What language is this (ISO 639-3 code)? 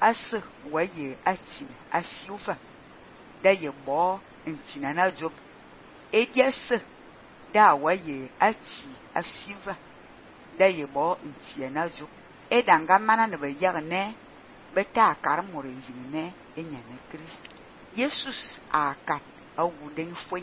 fan